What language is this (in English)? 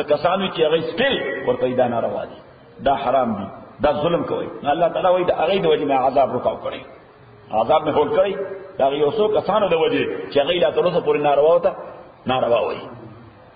Pashto